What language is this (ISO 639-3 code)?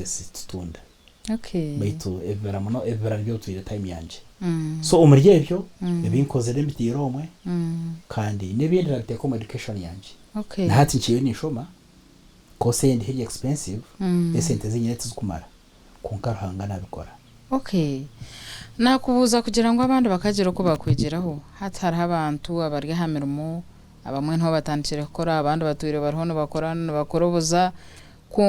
nyn